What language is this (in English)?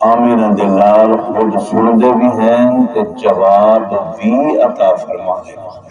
Saraiki